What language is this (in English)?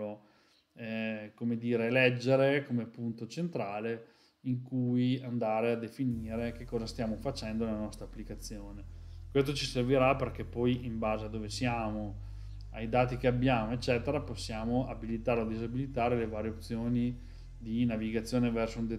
Italian